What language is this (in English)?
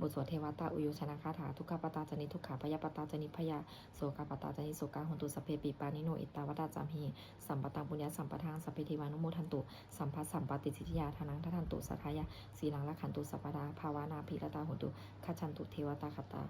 Pali